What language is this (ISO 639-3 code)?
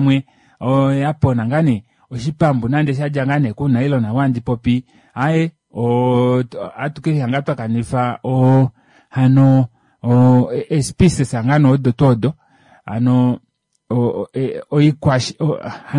kua